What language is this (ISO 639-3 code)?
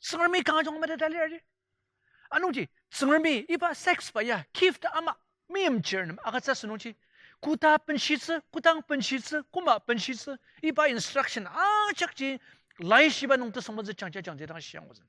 njo